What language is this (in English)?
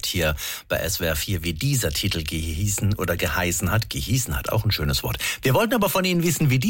German